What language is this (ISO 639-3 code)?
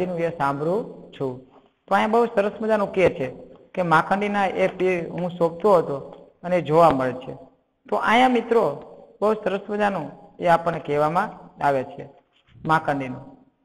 guj